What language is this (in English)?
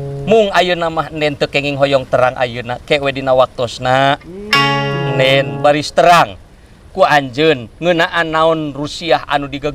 Sundanese